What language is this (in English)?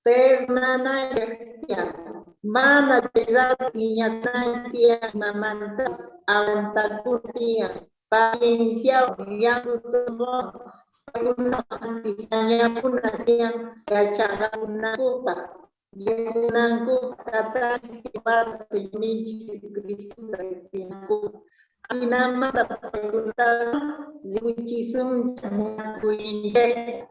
Quechua